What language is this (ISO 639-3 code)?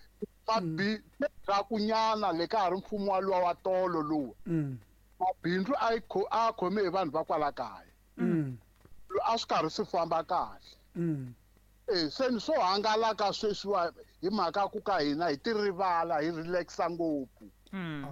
tso